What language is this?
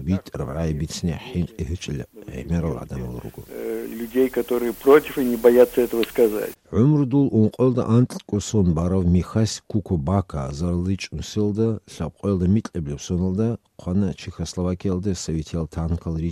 Avaric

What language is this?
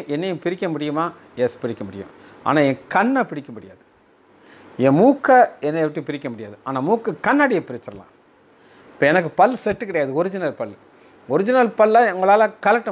Tamil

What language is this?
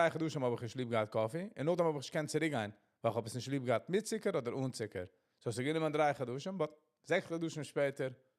Yiddish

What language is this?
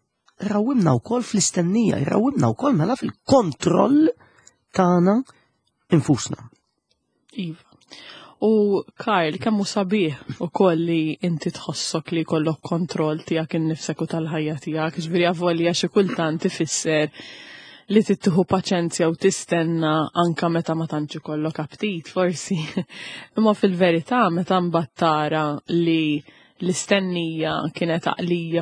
Maltese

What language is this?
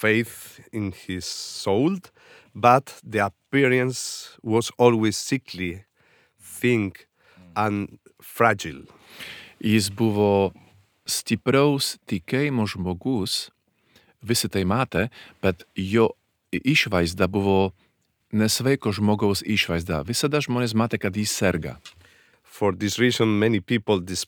Lithuanian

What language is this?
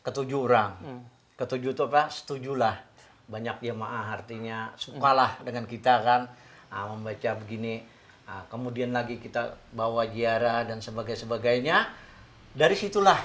Banjar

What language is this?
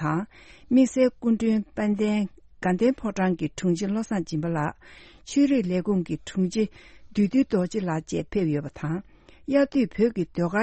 Tibetan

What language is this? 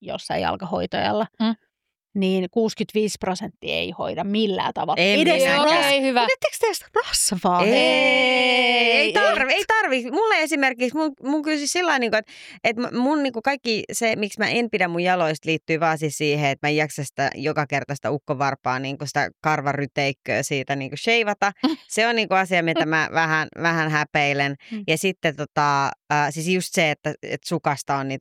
Finnish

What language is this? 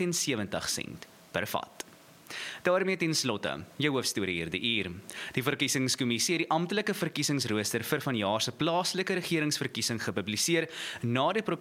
Afrikaans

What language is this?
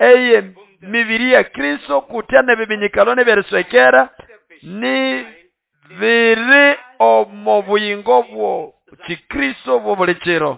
Nande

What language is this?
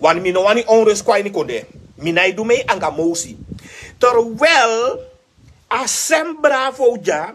Sranan Tongo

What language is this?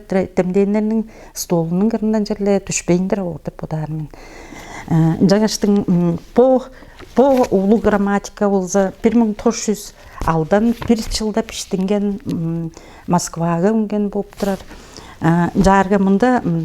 Tuvinian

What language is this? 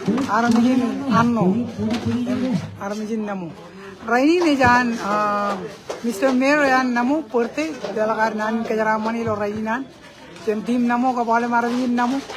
Marshallese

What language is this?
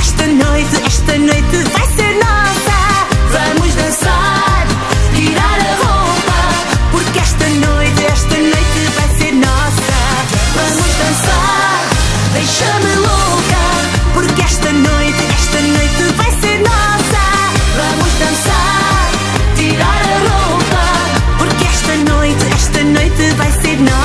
Portuguese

